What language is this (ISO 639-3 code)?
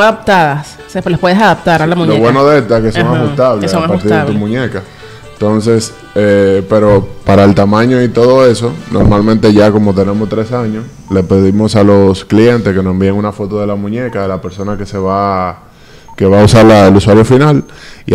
spa